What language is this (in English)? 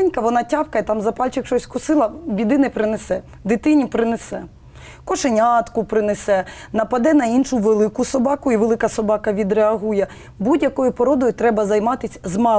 Ukrainian